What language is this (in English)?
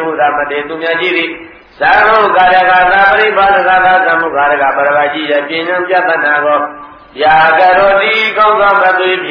Burmese